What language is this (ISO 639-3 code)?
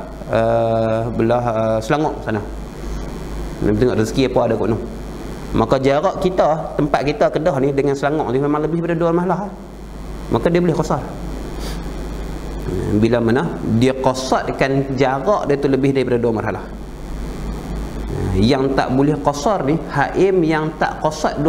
msa